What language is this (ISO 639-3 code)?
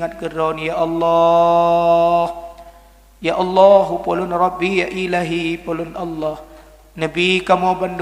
ace